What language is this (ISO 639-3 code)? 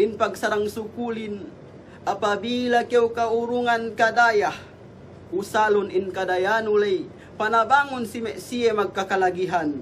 yka